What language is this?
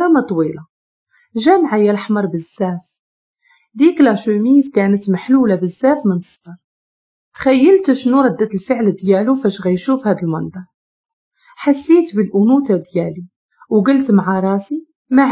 Moroccan Arabic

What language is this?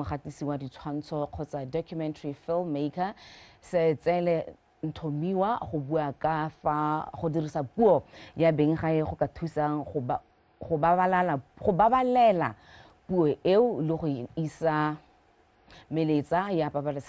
Tswana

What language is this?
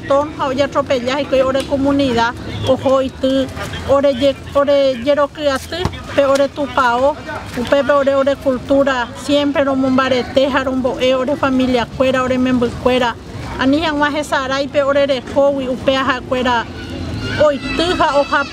Guarani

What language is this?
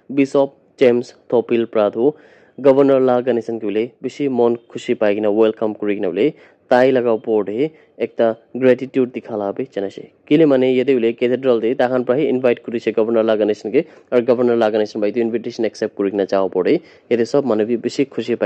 Naga Pidgin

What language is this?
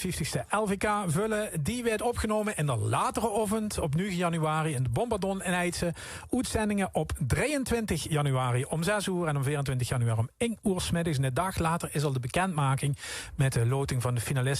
Limburgish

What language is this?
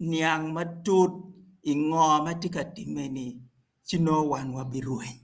Acoli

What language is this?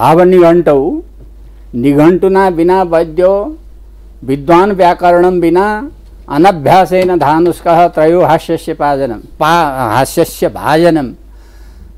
Sanskrit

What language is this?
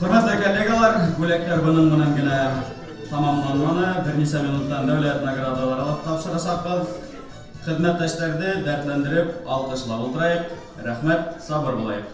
Bashkir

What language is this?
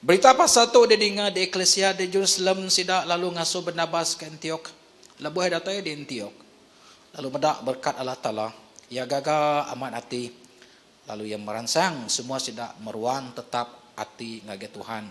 Iban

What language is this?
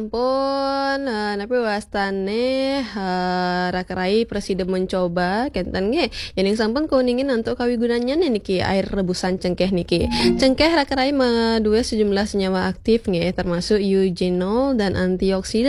Balinese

